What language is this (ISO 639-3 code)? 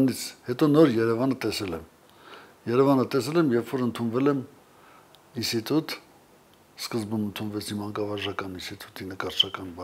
hye